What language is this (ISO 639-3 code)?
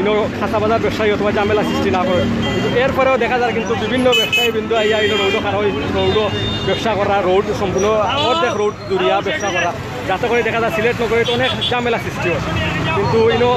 syl